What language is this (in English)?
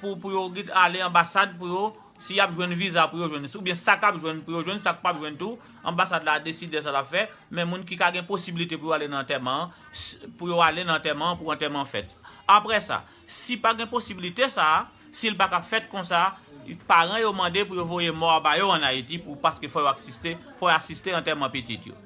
Haitian Creole